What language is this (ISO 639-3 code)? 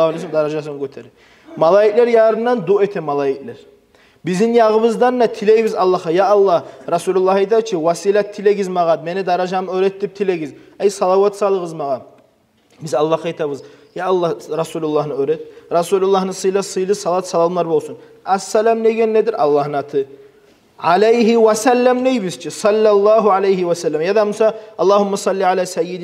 kum